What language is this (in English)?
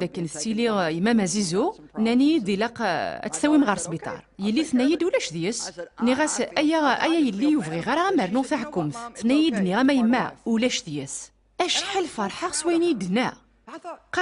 Kabyle